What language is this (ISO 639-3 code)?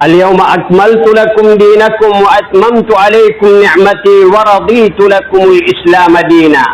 mrw